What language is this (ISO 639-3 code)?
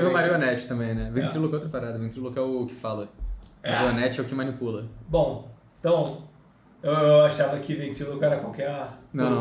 por